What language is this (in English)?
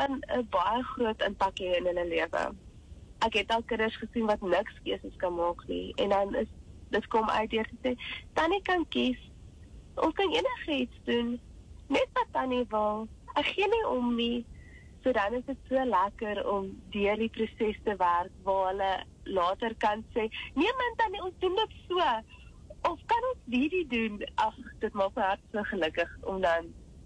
Afrikaans